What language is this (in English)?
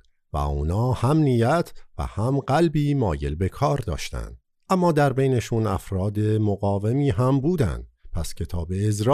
Persian